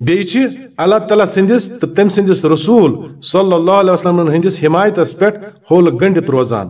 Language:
Kashmiri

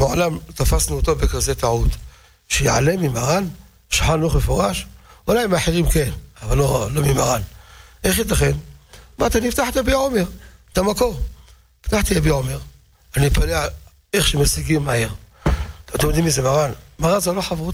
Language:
Hebrew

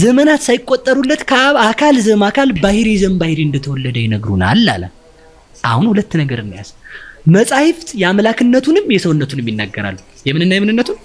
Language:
Amharic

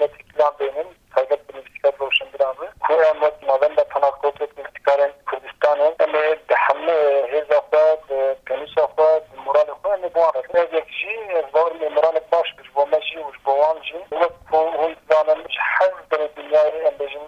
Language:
Kurdish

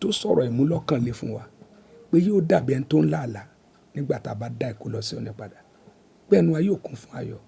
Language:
Yoruba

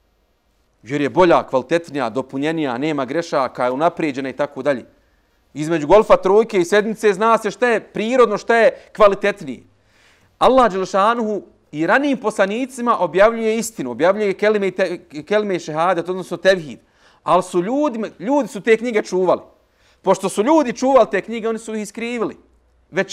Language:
Bosnian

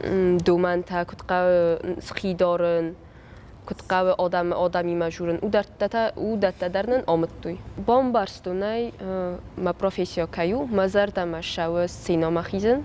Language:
Ossetic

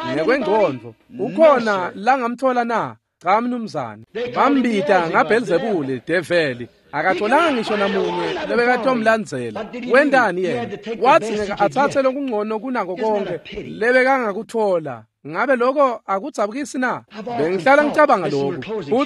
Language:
Swati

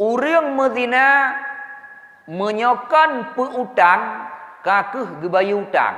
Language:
Achinese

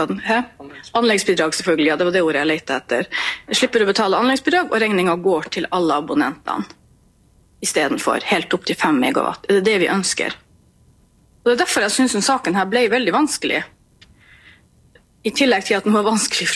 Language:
Norwegian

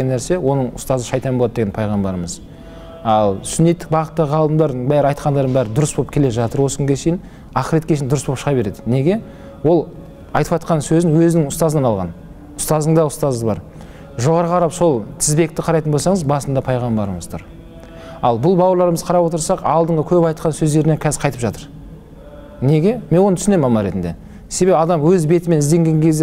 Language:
Kazakh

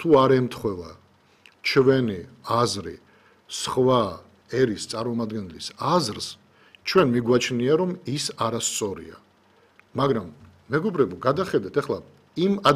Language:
Georgian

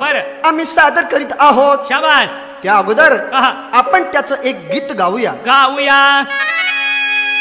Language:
Marathi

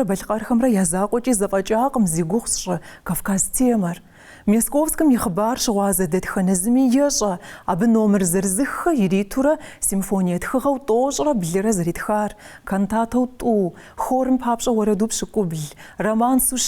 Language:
Kabardian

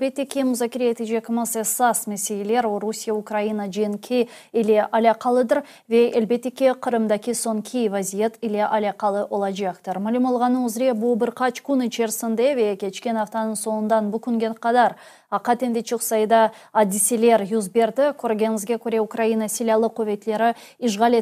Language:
Crimean Tatar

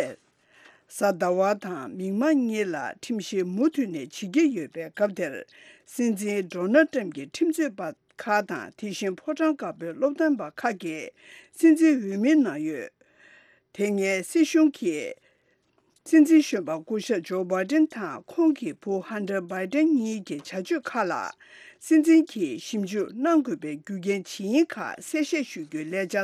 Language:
Tibetan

